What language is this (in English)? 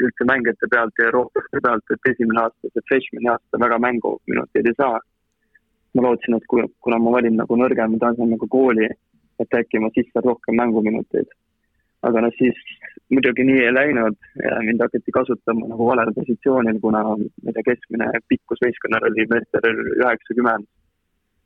Estonian